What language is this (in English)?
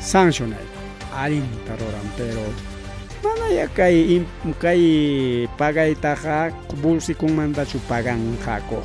Ayacucho Quechua